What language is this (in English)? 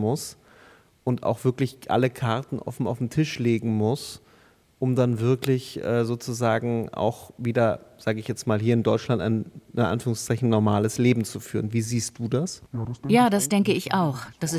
German